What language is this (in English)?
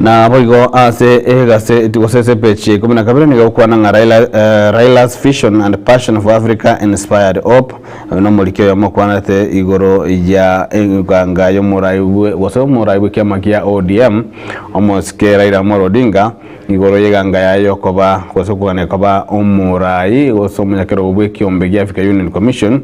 Gusii